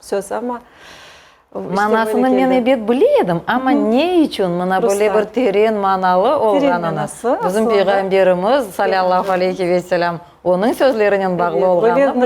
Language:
Crimean Tatar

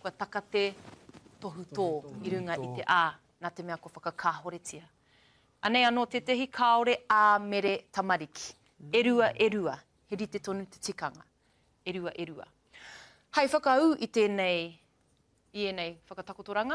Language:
Māori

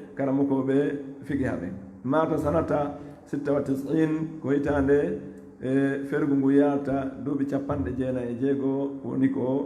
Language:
Fula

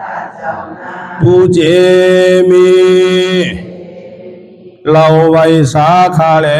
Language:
Shan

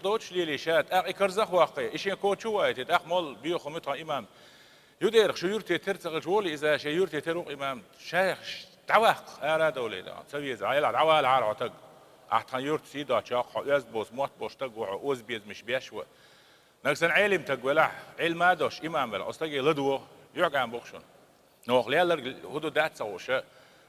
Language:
Chechen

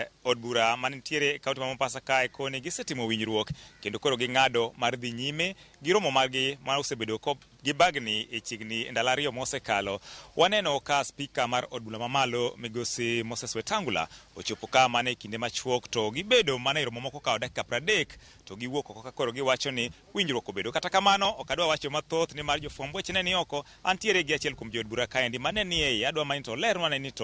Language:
Luo (Kenya and Tanzania)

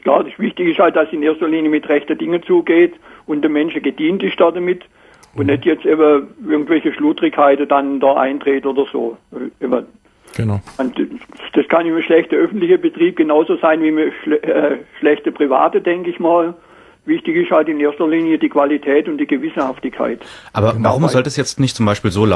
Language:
German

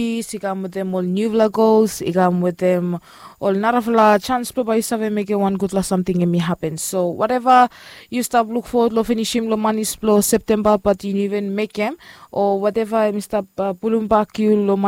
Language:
Bislama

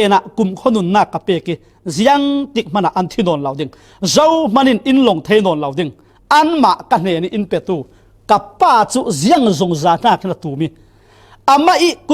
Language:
Falam Chin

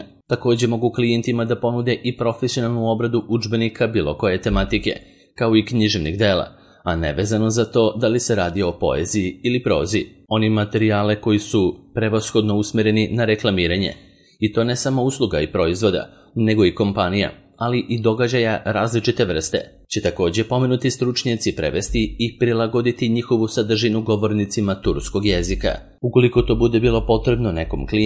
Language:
Serbian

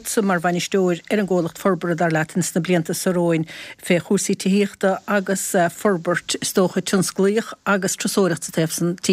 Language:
Irish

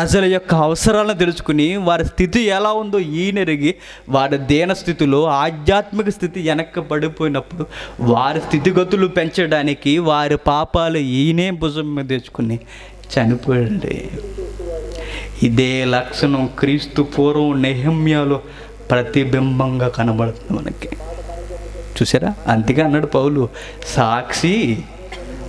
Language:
Telugu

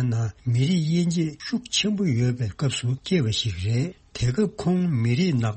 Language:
Tibetan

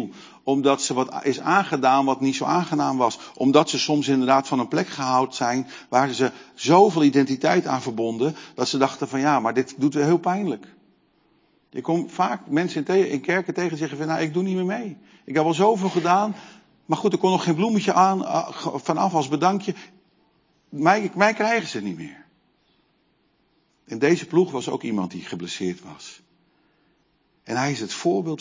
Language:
Dutch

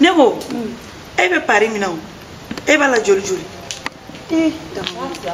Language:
Bambara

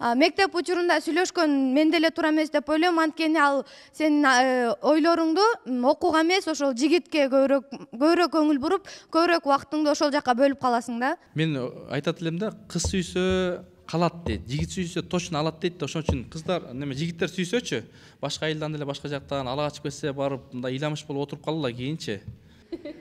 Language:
Kyrgyz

